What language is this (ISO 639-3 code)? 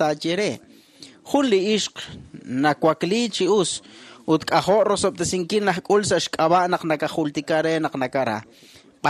kek